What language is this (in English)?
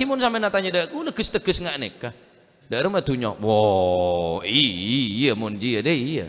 Madurese